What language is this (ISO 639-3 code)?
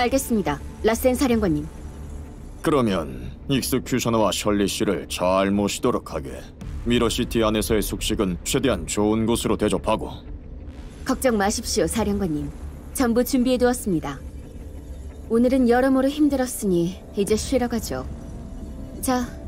kor